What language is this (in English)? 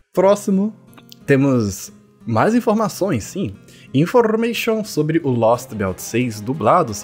Portuguese